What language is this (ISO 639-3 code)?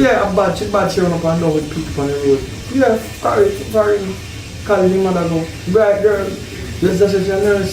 jam